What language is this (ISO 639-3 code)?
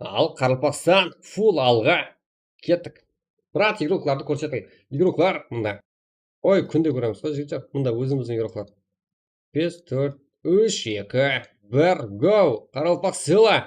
kaa